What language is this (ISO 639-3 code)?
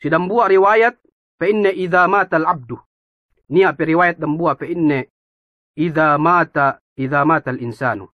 yka